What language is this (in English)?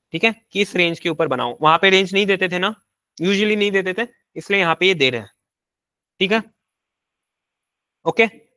Hindi